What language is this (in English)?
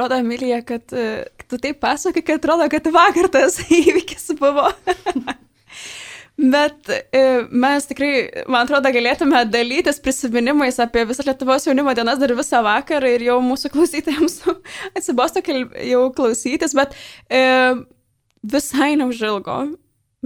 Lithuanian